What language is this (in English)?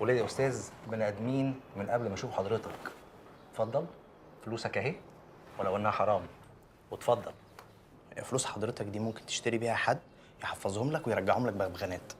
Egyptian Arabic